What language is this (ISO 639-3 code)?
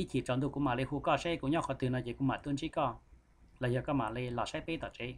hmn